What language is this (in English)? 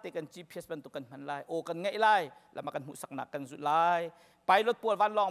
Hakha Chin